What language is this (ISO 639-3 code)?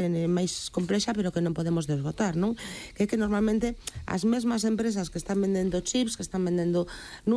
glg